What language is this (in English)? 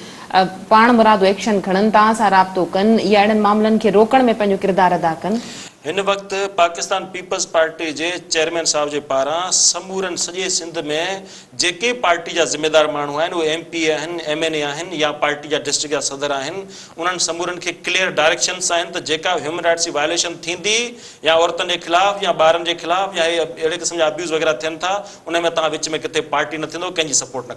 Sindhi